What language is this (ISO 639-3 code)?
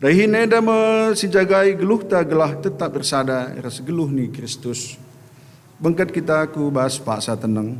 btx